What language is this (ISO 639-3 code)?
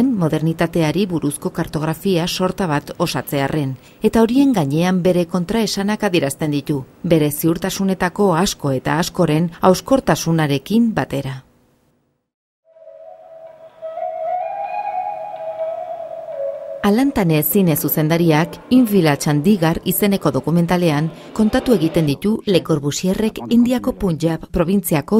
eus